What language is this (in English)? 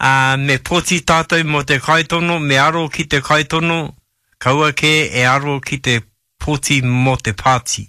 Māori